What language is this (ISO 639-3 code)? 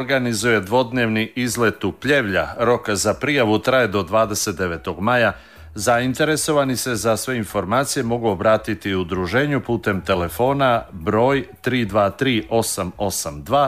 srp